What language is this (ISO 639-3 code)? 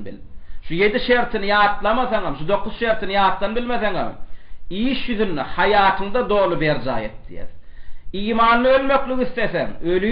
tuk